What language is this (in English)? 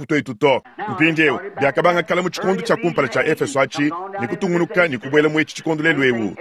Luba-Lulua